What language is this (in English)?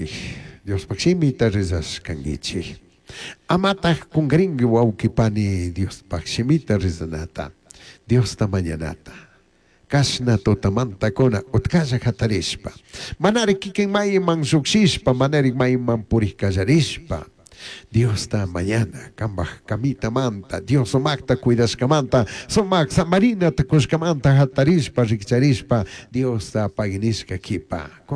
Chimborazo Highland Quichua